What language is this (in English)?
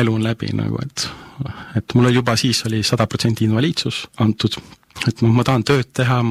Estonian